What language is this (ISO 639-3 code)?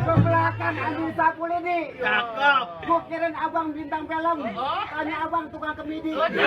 bew